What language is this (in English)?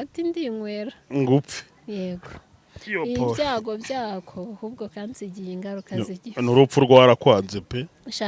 Kinyarwanda